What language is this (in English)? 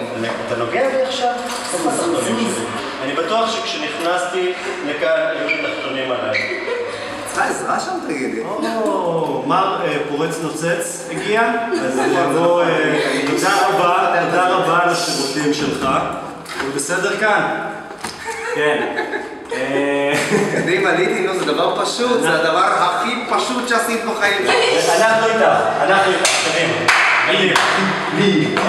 Hebrew